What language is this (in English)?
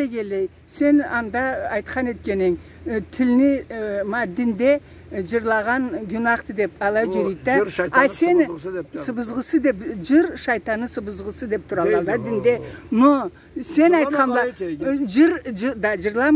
Karachay-Balkar